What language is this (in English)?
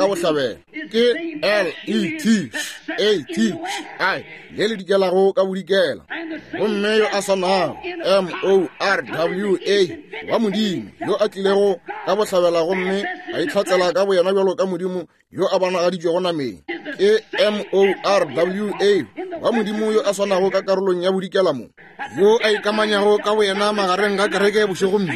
Northern Sotho